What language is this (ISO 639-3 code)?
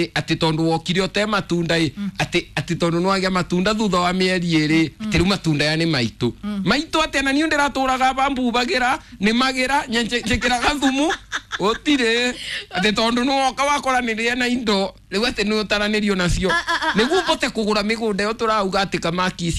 kik